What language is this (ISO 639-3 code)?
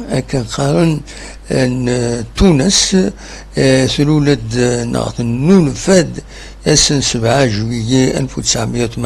kab